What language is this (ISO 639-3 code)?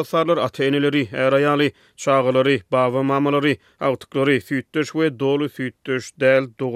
tuk